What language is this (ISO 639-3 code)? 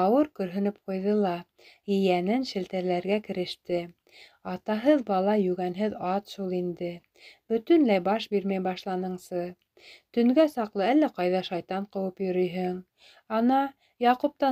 bak